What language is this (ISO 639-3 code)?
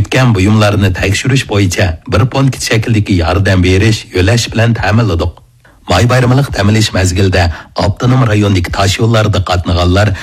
uig